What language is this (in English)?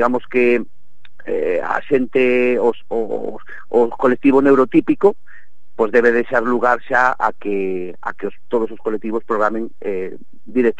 Galician